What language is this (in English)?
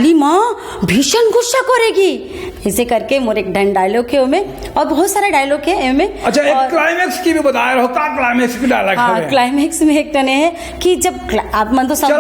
Chhattisgarhi